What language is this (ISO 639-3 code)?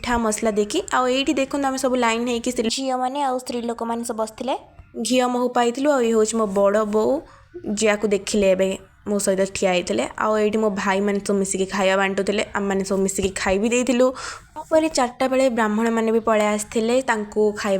ori